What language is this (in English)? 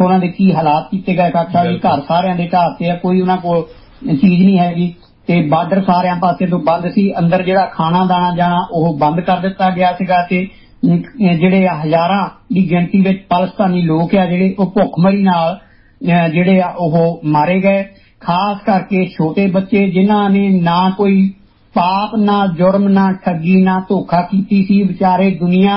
Punjabi